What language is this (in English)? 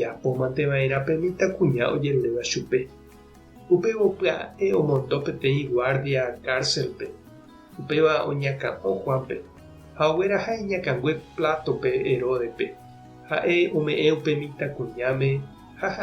Guarani